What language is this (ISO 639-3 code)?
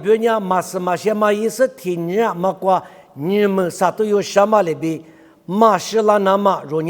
lis